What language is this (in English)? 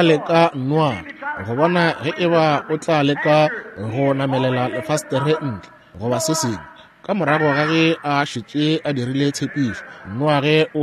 Northern Sotho